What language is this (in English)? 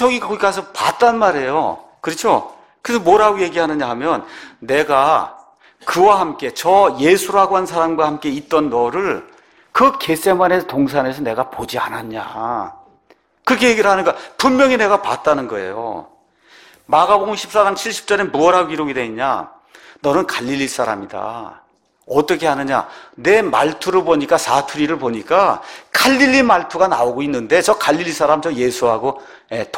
Korean